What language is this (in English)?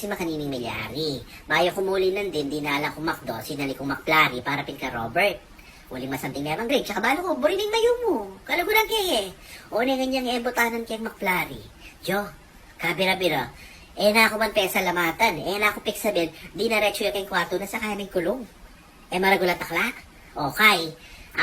Pampanga